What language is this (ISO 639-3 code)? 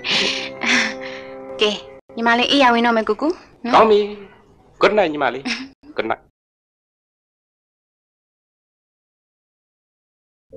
mya